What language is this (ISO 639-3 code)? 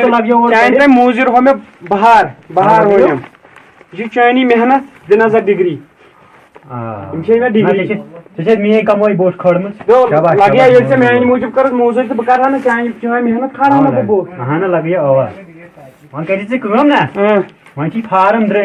kas